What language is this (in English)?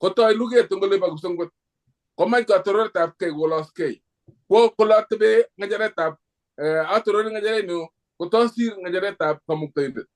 Kalenjin